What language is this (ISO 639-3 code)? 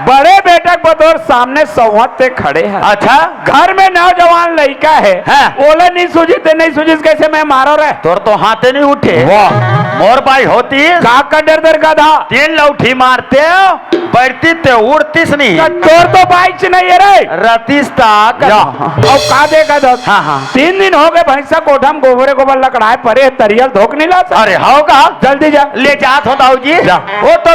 hne